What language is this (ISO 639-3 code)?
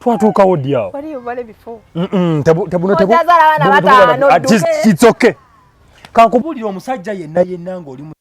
lug